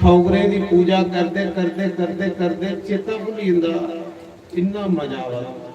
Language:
Dogri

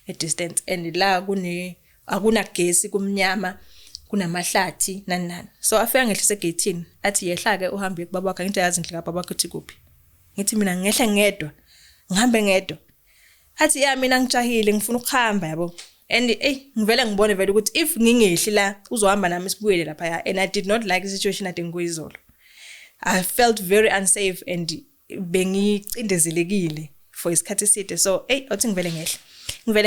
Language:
Zulu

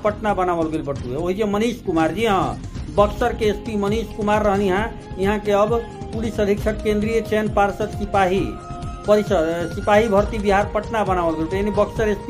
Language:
Bhojpuri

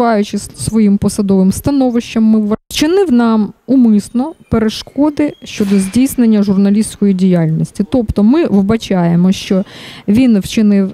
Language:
Ukrainian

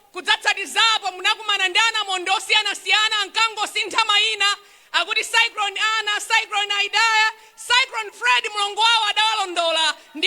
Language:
Nyanja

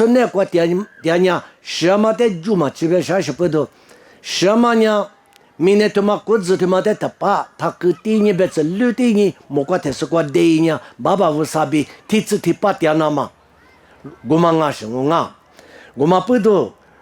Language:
Lisu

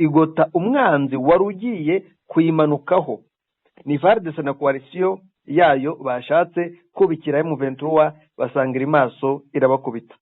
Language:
Kinyarwanda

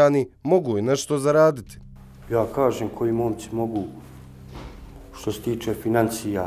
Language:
Bosnian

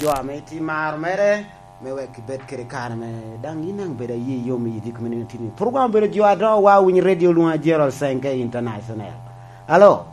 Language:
Lango (Uganda)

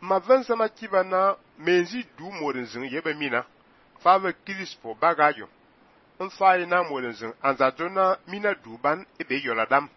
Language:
Fang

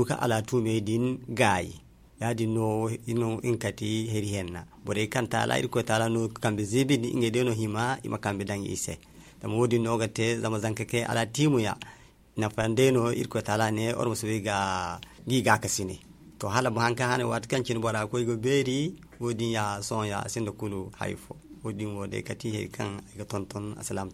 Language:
Zarma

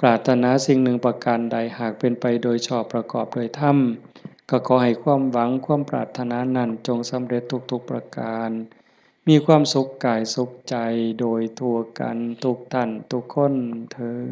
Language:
Lao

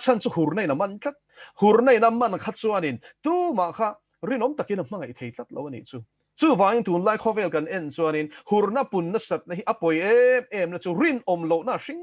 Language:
Mizo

